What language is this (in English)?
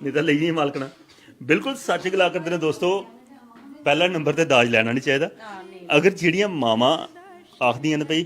Dogri